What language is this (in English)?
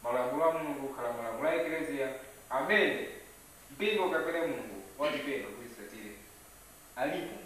Nyanja